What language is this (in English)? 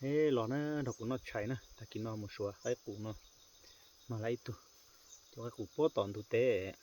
Hmong